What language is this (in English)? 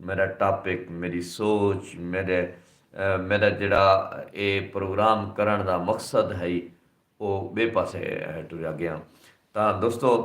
Saraiki